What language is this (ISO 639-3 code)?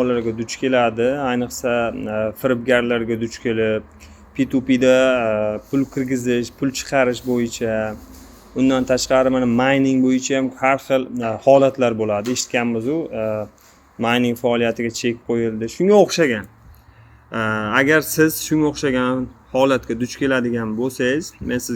uzb